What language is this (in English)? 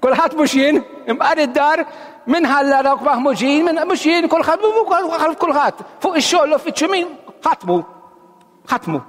Maltese